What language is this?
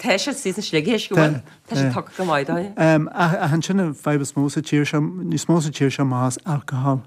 Irish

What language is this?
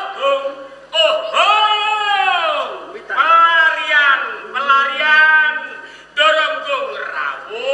Javanese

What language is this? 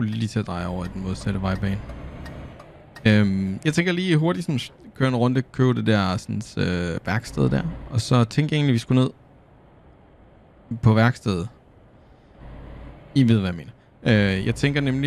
Danish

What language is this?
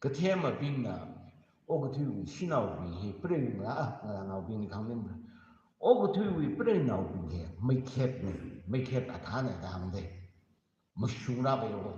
Tangkhul Naga (India)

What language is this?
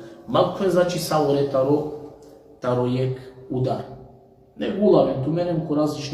Balkan Romani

